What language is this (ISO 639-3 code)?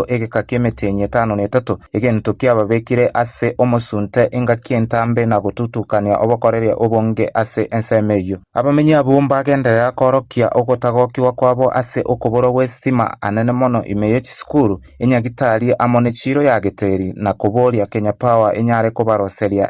guz